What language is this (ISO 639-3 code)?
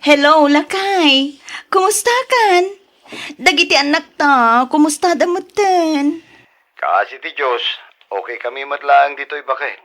ilo